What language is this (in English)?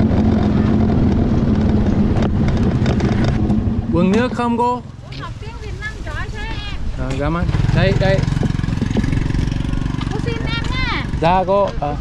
Vietnamese